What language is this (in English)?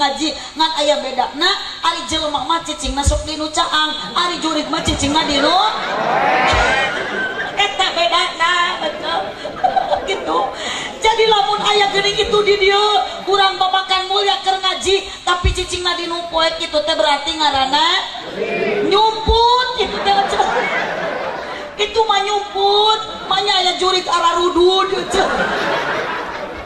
Sundanese